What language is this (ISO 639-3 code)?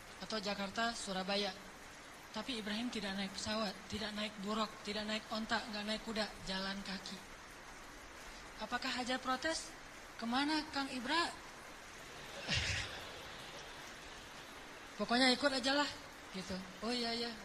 ind